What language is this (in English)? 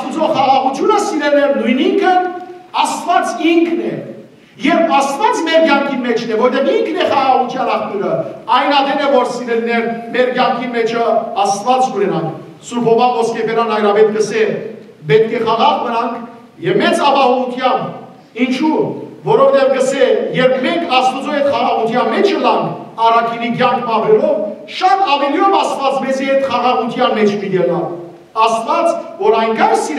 Western Armenian